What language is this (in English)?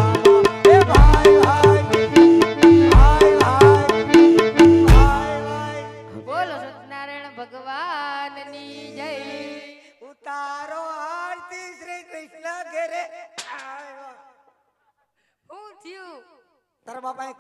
Gujarati